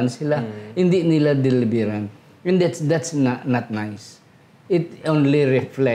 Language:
Hiligaynon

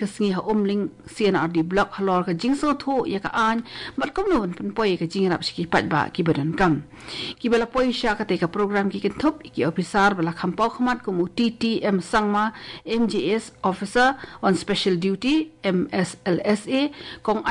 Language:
Khasi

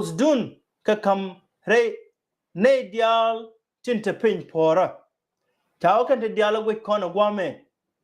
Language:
Nuer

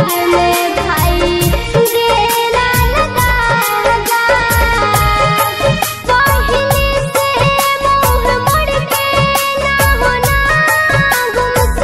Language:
Bhojpuri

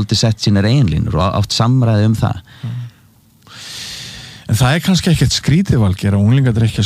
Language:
Icelandic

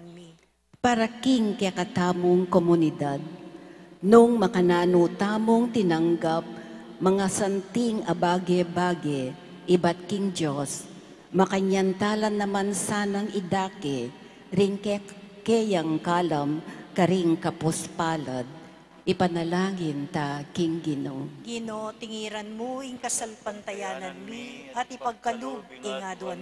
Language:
Pampanga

